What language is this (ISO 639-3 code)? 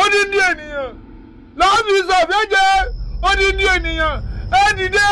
yor